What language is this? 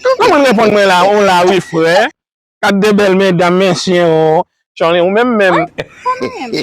Haitian Creole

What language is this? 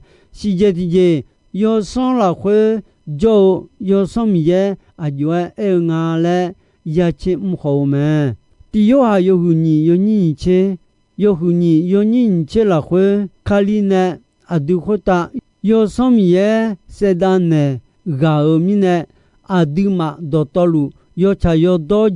Akha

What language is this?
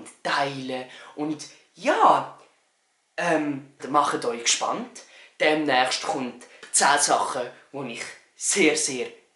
Swiss German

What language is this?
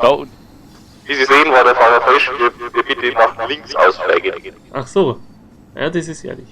Bavarian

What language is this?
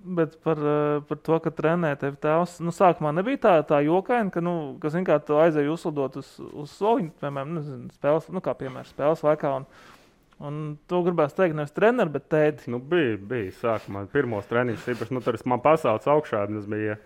Latvian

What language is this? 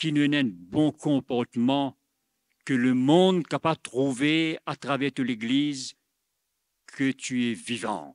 Morisyen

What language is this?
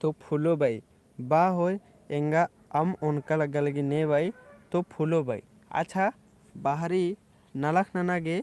Kurukh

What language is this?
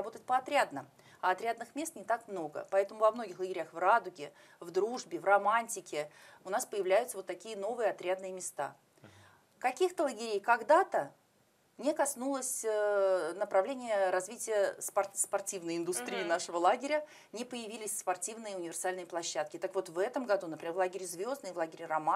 Russian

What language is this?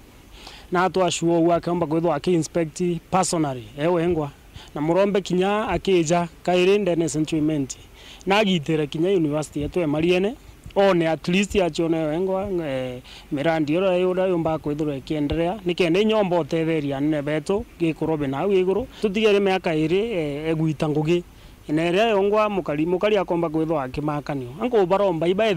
Meru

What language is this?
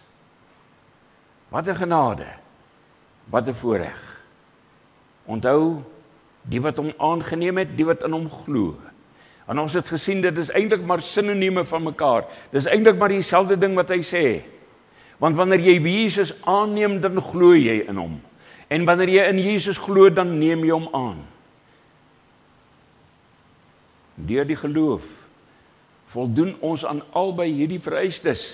Afrikaans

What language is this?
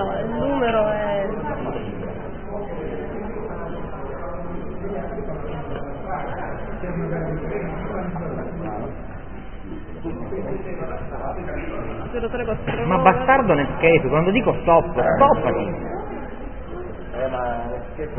Italian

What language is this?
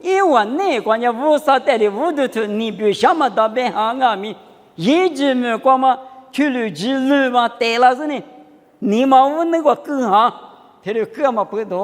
Lisu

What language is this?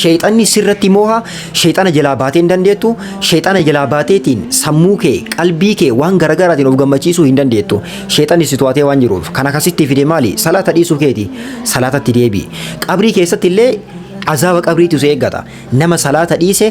Oromo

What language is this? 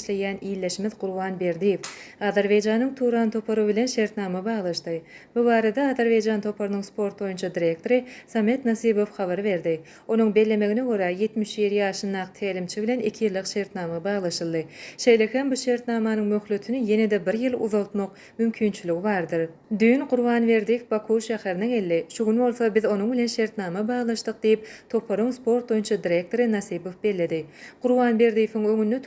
Turkmen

